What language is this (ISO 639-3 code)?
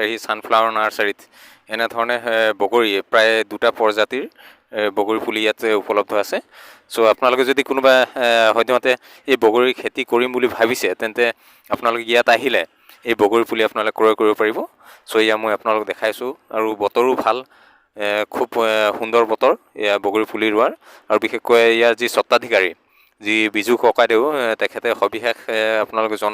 asm